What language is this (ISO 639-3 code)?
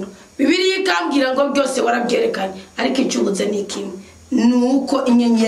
run